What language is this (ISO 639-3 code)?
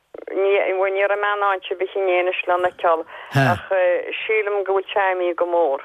gle